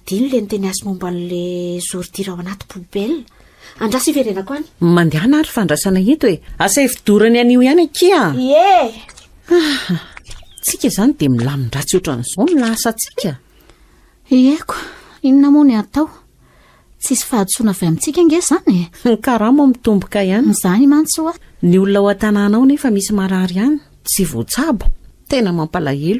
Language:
Malagasy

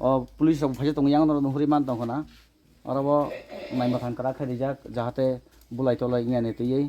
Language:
Kok Borok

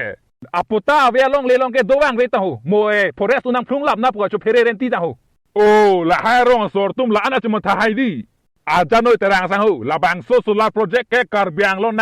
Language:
Karbi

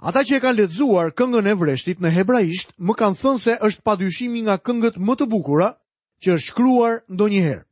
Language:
Albanian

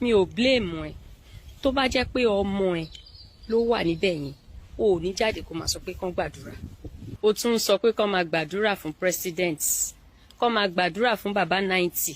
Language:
Yoruba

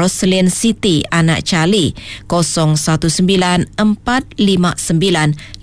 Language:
Iban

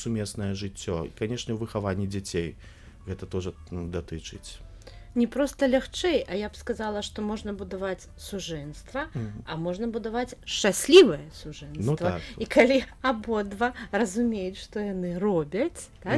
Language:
Belarusian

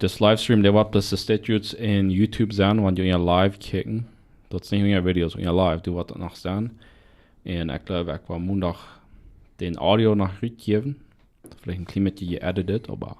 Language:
Plautdietsch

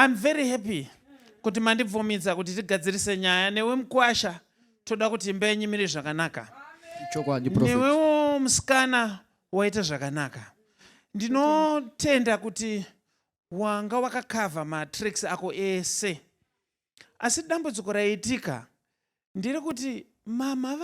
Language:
Shona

